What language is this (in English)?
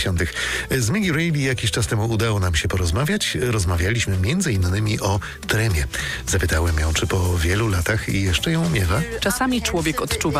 Polish